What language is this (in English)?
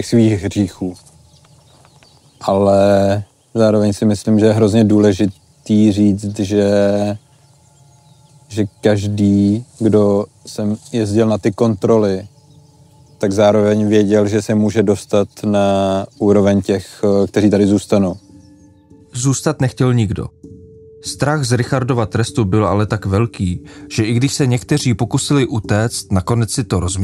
Czech